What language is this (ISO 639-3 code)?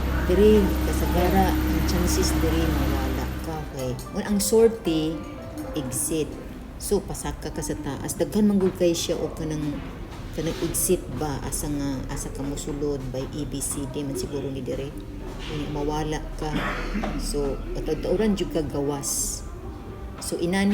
ceb